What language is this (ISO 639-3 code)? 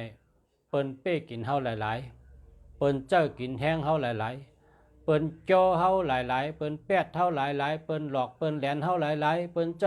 shn